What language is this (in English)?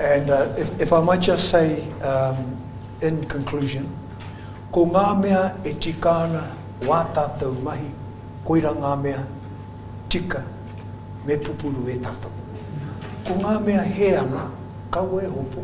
Māori